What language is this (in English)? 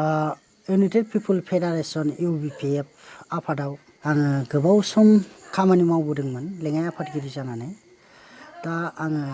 Bodo